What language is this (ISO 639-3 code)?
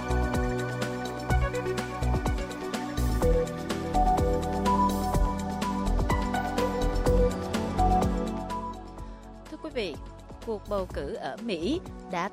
vie